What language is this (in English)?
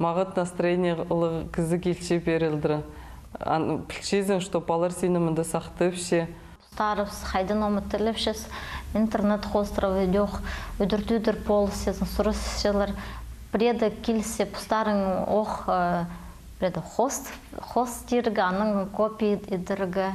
Khakas